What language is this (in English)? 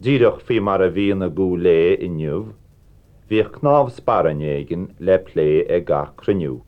Irish